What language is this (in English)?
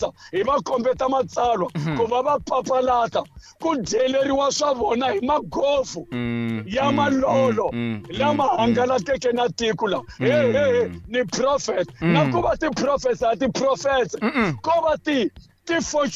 Tsonga